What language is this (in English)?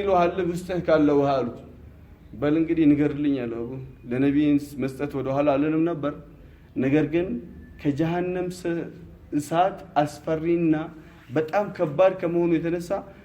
Amharic